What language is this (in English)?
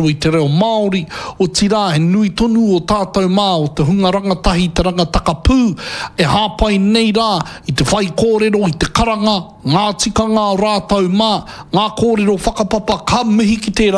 Māori